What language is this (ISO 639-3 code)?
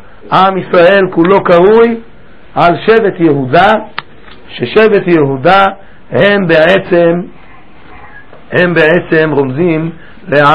heb